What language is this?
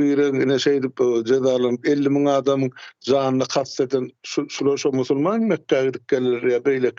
Turkmen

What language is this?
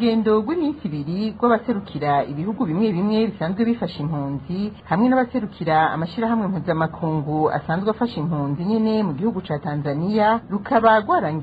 Rundi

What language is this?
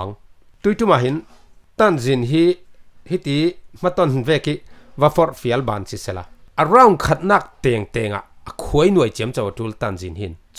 Falam Chin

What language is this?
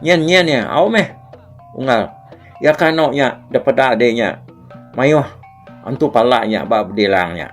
Iban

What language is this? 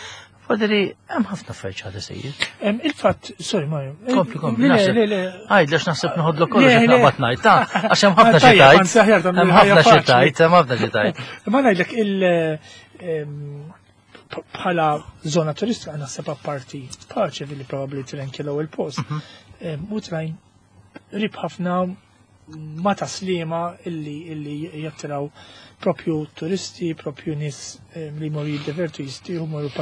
Maltese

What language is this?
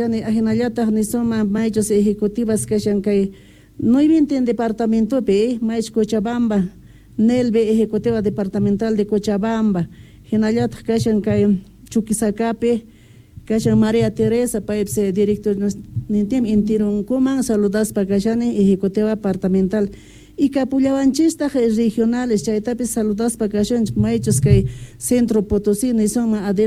South Bolivian Quechua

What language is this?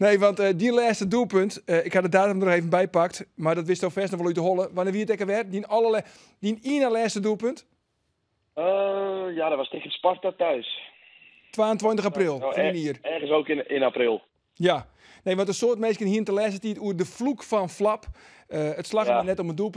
Western Frisian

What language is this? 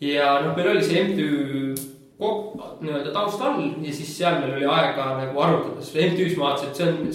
Estonian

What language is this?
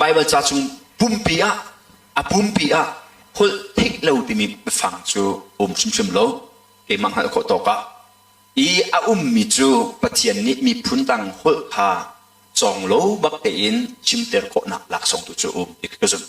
Hakha Chin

